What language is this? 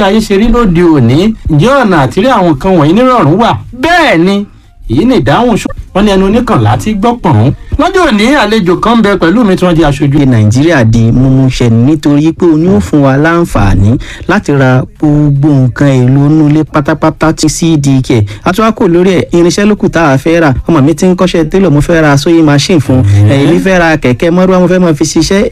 Yoruba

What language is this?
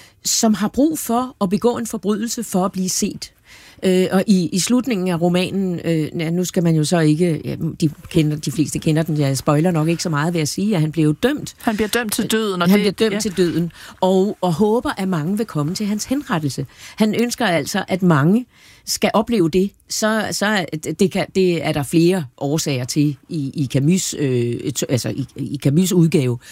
Danish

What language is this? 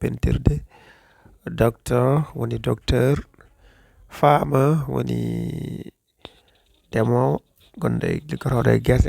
Fula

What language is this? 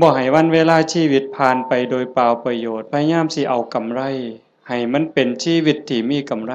Lao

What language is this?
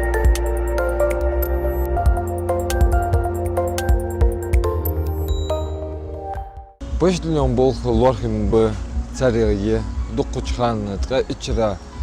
Ingush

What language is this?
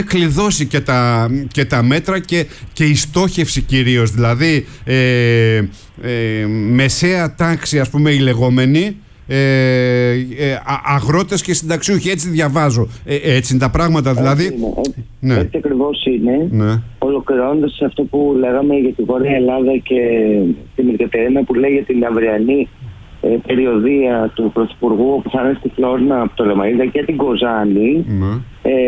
Greek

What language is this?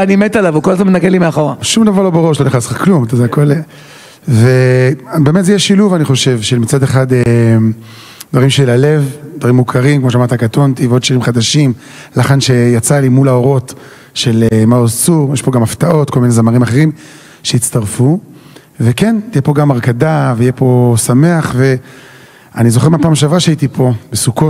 Hebrew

